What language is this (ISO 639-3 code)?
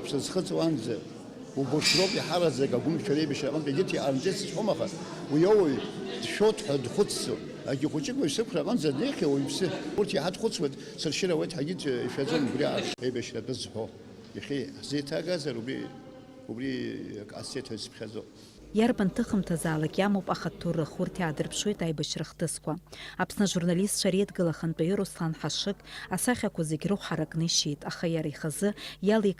abk